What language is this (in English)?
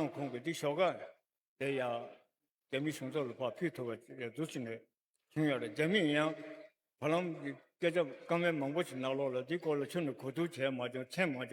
Tibetan